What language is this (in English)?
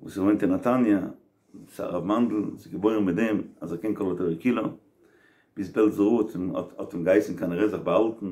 Yiddish